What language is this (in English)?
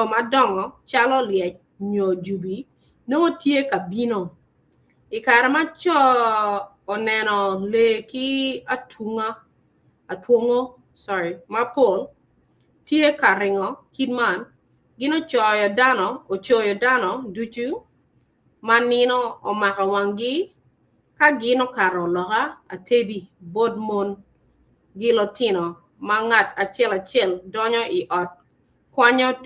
Acoli